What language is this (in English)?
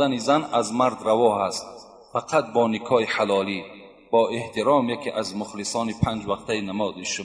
Tajik